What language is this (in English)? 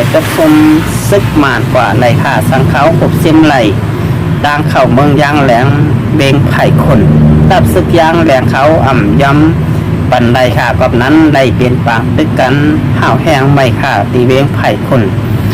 Shan